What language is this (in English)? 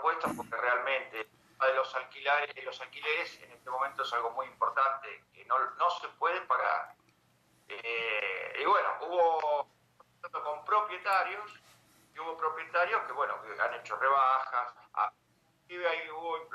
Spanish